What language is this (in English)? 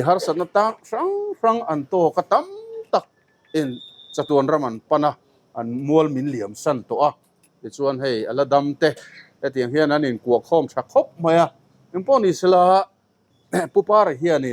Mizo